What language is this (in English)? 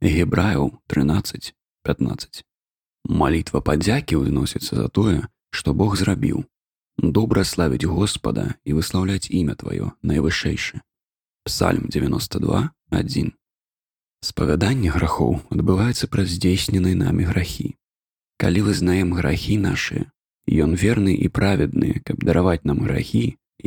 Belarusian